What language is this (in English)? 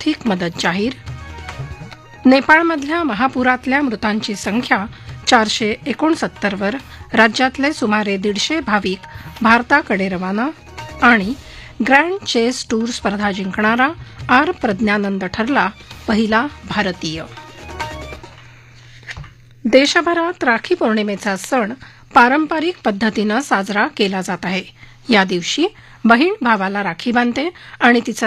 Marathi